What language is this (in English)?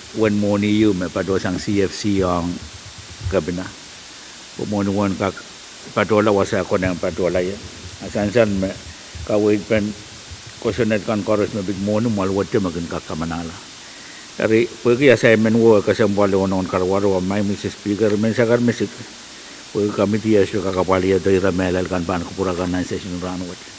Pohnpeian